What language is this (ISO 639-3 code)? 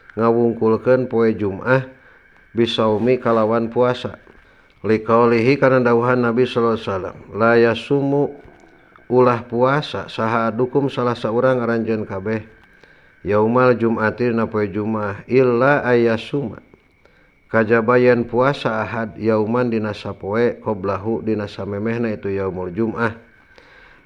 sun